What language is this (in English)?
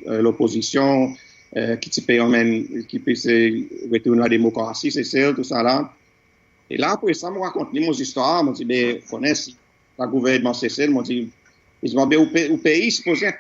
Seselwa Creole French